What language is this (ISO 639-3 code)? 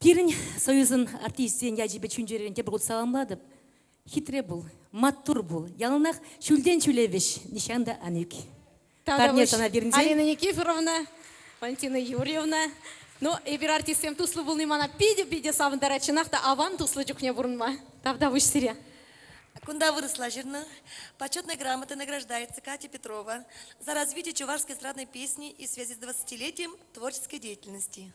chv